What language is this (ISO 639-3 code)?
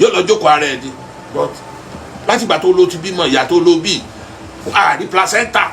yor